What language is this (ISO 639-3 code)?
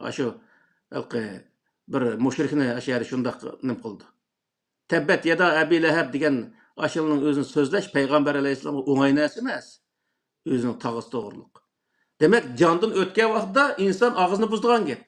uig